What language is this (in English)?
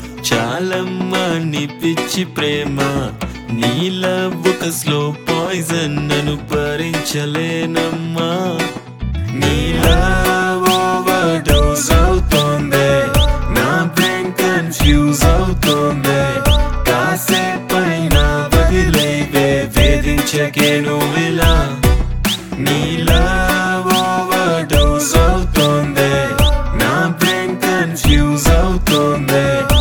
Telugu